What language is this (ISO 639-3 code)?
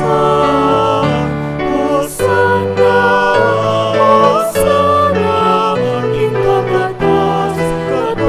pam